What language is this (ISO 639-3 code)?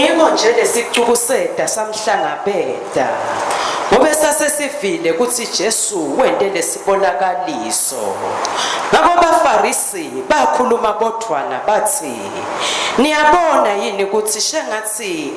ssw